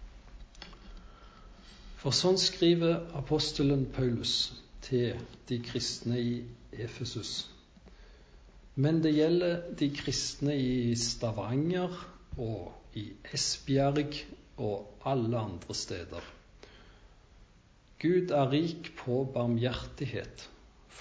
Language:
Norwegian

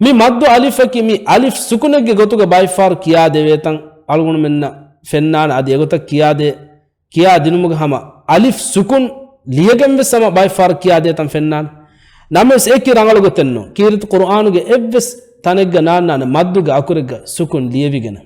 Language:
Divehi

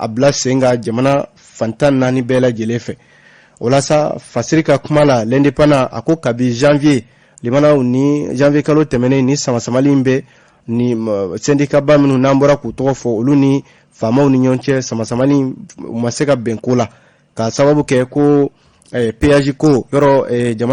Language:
Bambara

